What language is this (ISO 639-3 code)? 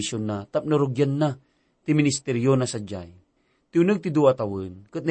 ilo